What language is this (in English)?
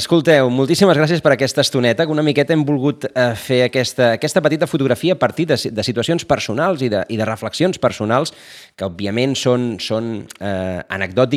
Catalan